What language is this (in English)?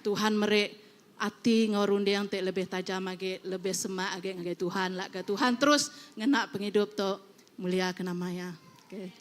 Iban